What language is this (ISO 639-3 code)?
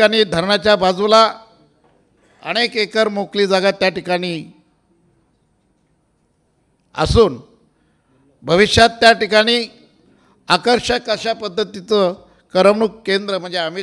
mar